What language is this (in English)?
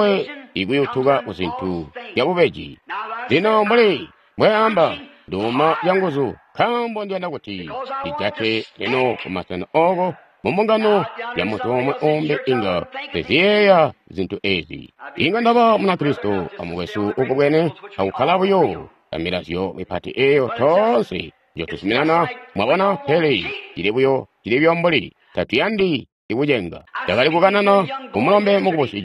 Tonga (Zambia)